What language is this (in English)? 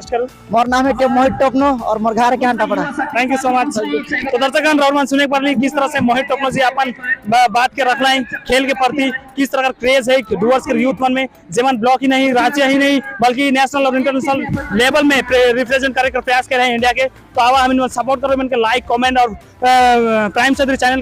Sadri